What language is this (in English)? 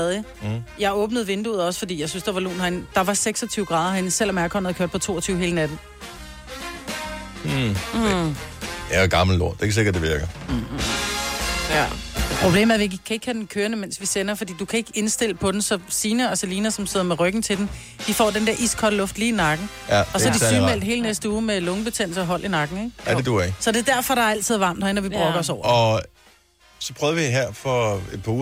Danish